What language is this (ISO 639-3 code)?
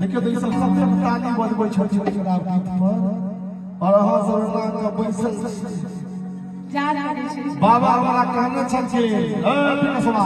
mai